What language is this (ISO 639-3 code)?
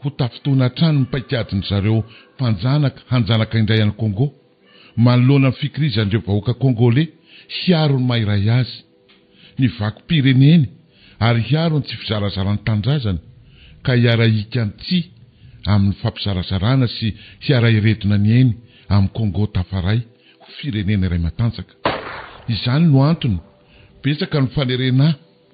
mlg